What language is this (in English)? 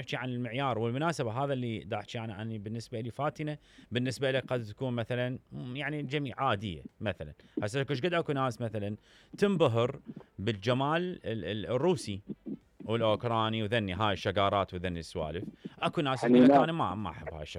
Mesopotamian Arabic